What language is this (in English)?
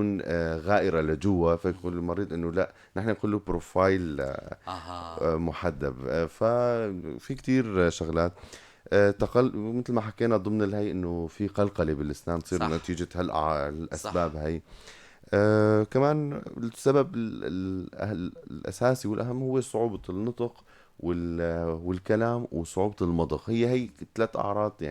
North Levantine Arabic